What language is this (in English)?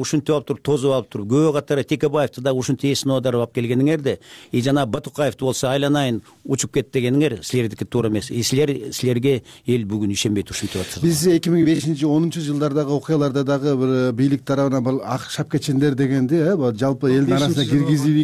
Kyrgyz